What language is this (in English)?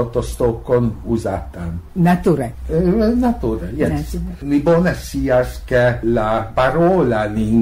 Esperanto